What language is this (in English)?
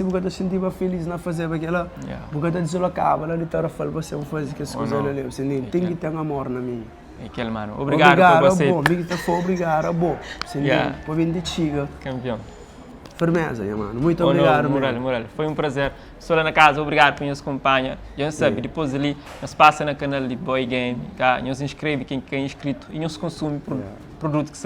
Kabuverdianu